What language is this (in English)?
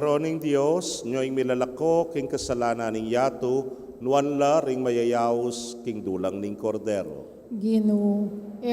Pampanga